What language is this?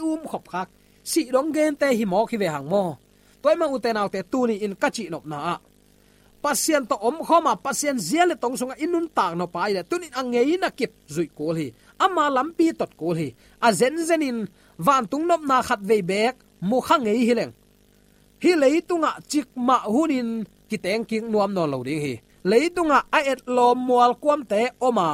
Tedim Chin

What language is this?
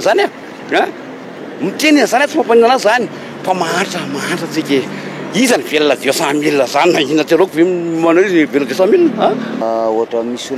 Malagasy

